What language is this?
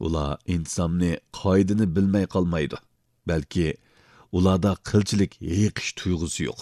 Uyghur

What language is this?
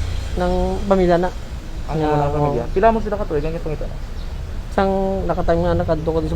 Hiligaynon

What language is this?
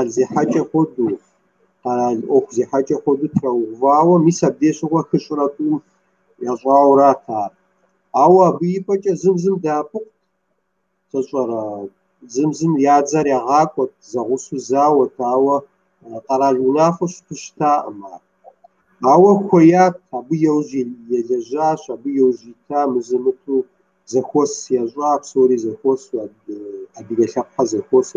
Kabardian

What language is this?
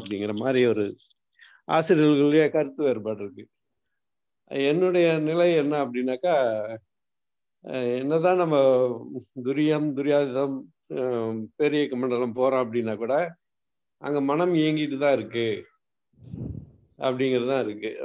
Tamil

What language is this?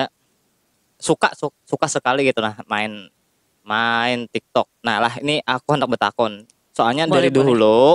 Banjar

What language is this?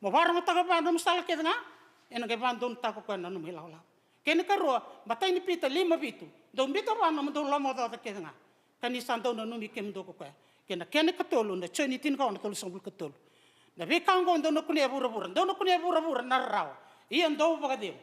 Fijian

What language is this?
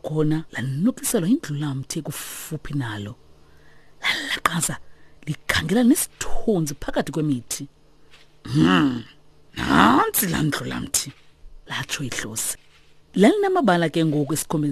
Xhosa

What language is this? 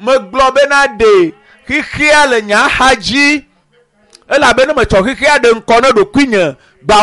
Ewe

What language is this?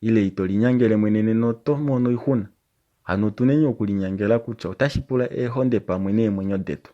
Kuanyama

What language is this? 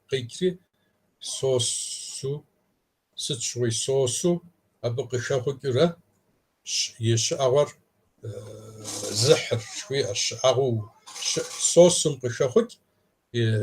Kabardian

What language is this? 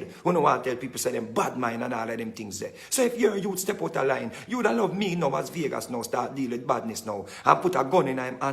Jamaican Creole English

